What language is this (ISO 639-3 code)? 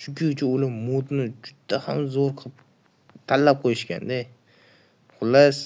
uzb